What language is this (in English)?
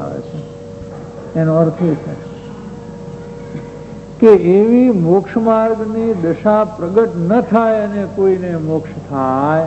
Gujarati